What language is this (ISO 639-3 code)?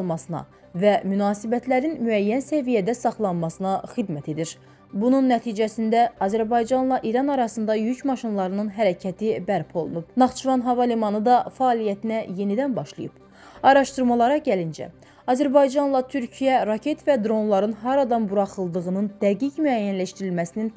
aze